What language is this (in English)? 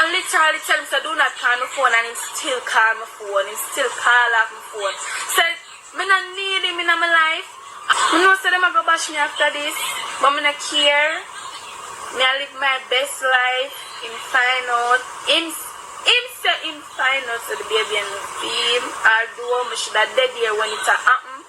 Jamaican Creole English